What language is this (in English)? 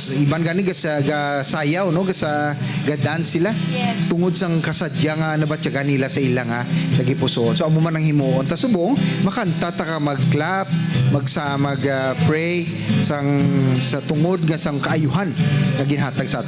Hiligaynon